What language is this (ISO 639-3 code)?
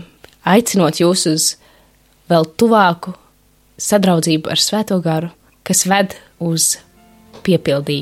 lav